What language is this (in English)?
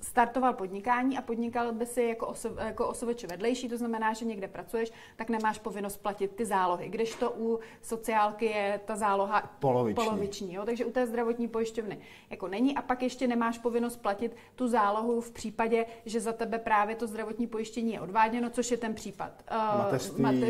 Czech